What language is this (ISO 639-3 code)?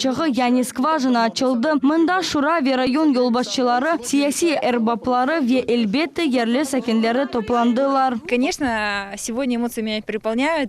crh